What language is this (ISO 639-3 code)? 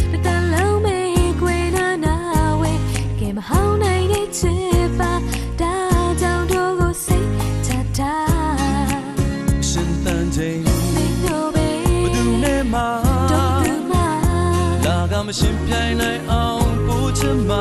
mya